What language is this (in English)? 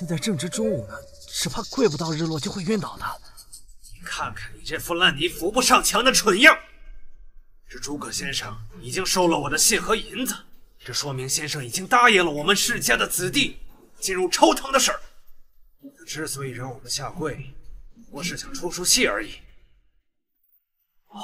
Chinese